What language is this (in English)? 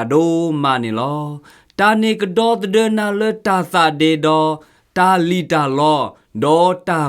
S'gaw Karen